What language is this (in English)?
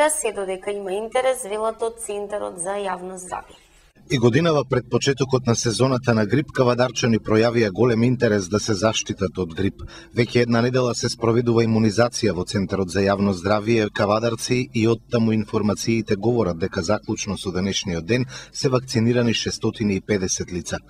Macedonian